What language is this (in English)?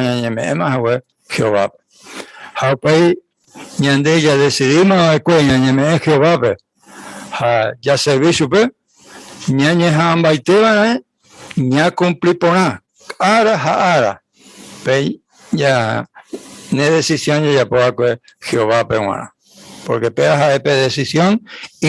Guarani